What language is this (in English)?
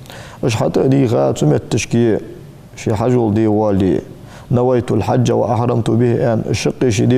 Ingush